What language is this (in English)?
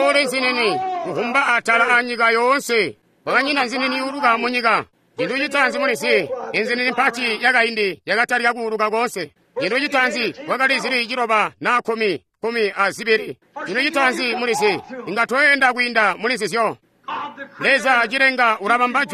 Tonga (Zambia)